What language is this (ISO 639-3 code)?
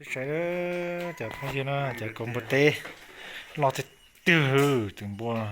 hmn